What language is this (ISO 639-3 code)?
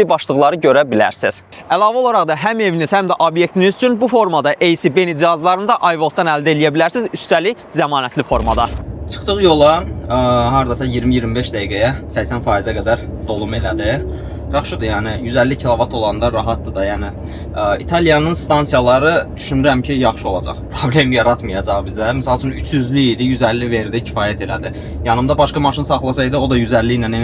aze